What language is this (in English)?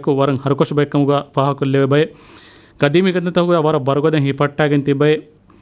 Divehi